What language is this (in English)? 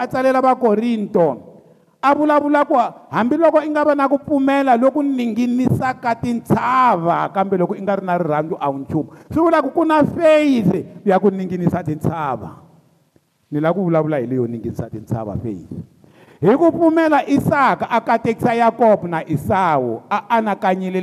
Tsonga